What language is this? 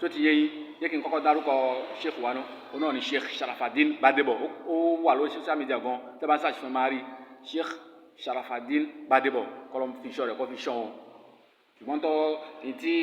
Yoruba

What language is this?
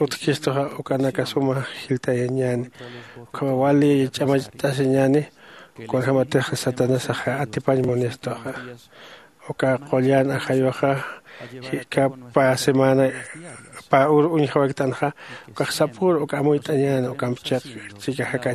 Aymara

